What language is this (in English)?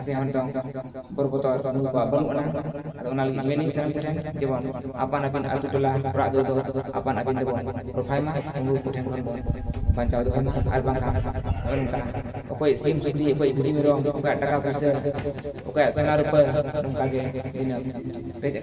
Santali